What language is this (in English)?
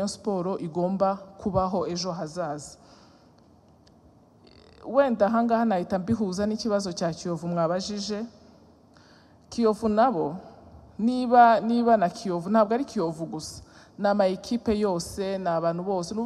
Kinyarwanda